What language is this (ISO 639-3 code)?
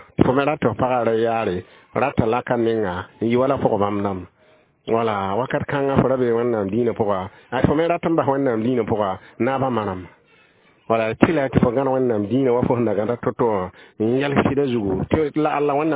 mos